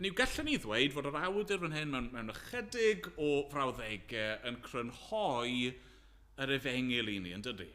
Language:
Welsh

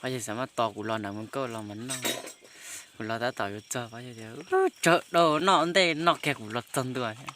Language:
Hmong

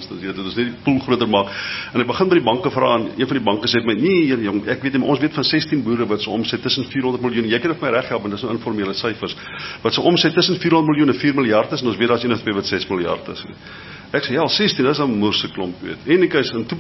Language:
Afrikaans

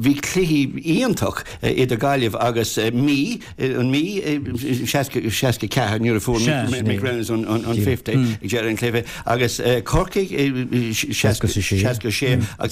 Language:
Irish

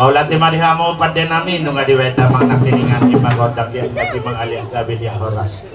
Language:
Batak Toba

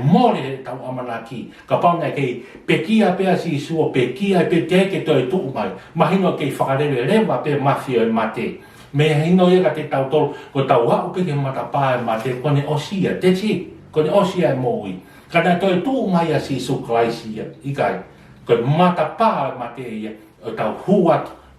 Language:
Tongan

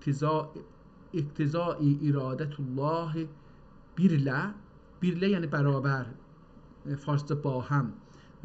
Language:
South Azerbaijani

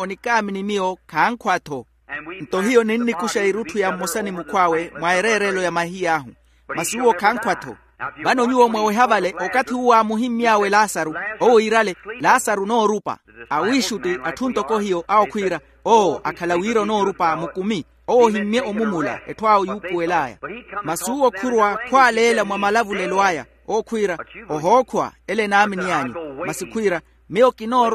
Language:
Makhuwa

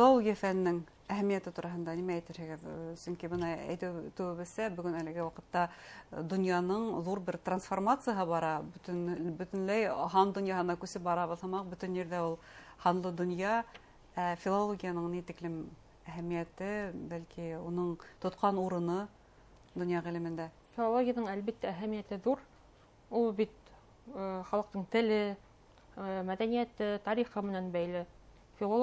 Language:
Bashkir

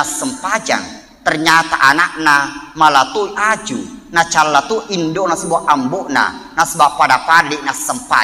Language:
Buginese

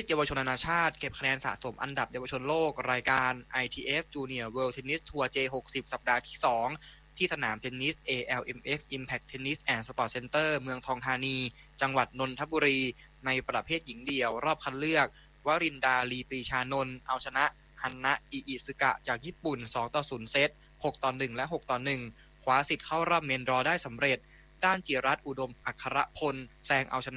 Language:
Thai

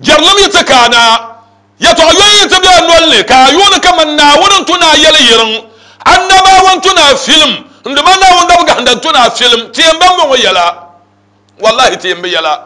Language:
Dagbani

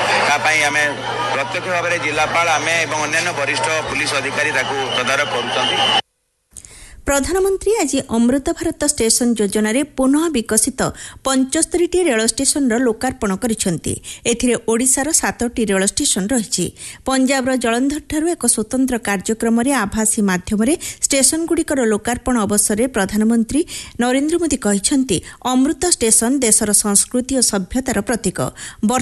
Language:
Odia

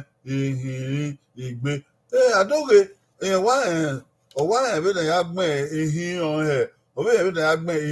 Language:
Bini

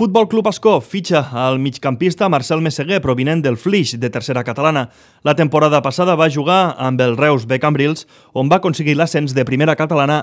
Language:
Catalan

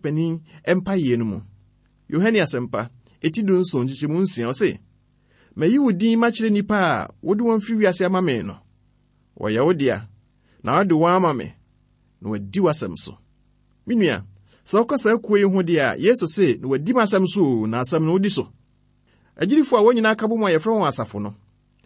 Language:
Akan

